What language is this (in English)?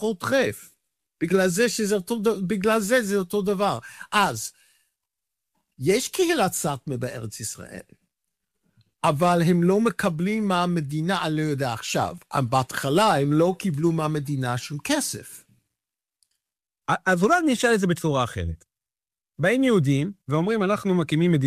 Hebrew